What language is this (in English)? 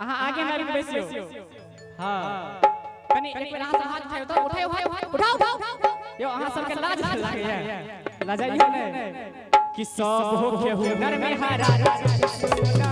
Maithili